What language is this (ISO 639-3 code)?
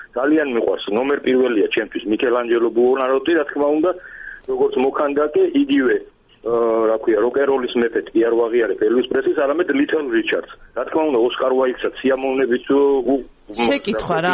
kat